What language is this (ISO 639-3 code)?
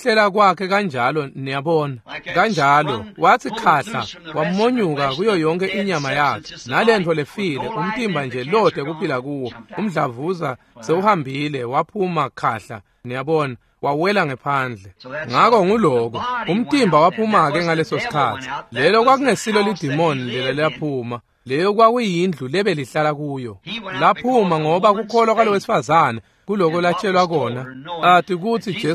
ssw